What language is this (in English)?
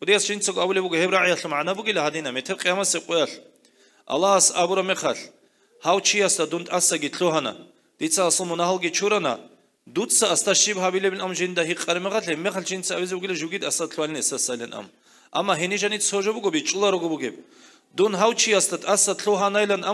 Avaric